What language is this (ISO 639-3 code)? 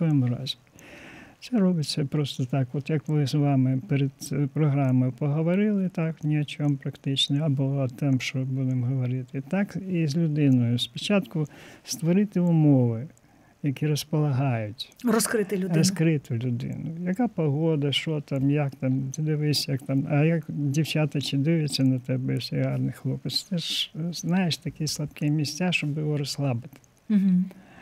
ukr